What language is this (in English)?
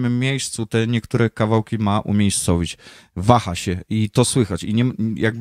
Polish